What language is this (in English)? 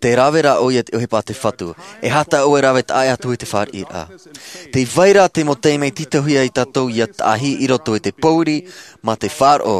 Tahitian